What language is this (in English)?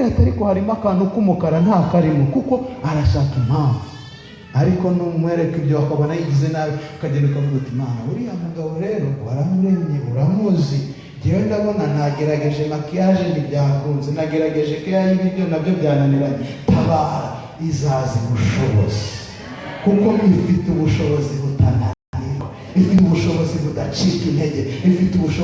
Kinyarwanda